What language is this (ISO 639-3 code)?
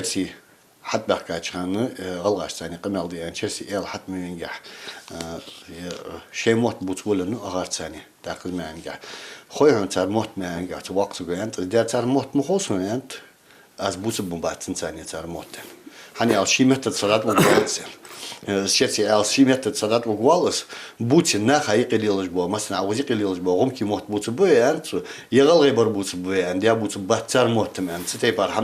inh